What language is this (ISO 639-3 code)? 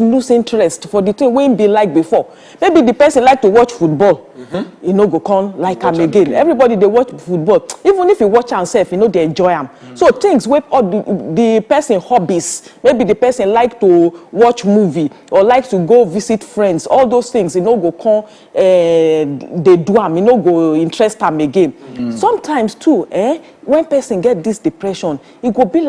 pcm